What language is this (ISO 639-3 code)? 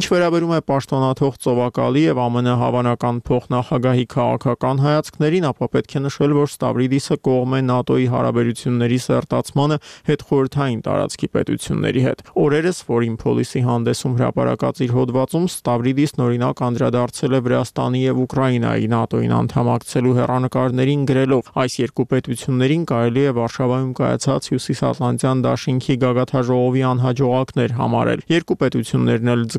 hye